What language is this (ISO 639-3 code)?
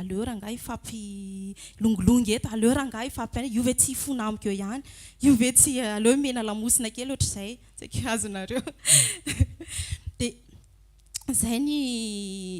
mlg